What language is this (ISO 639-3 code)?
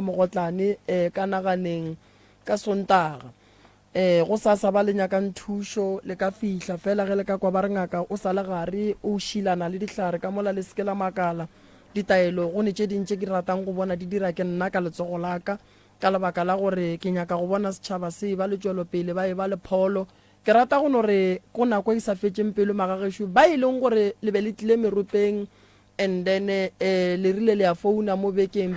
nso